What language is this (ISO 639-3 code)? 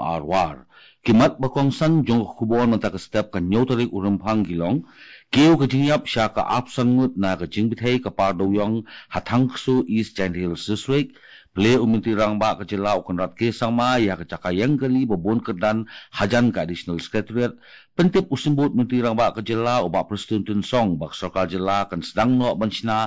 kha